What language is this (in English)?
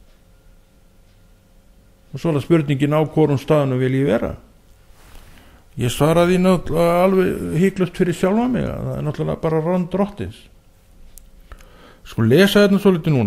Icelandic